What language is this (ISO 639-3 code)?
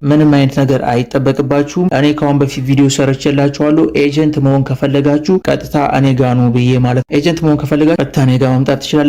amh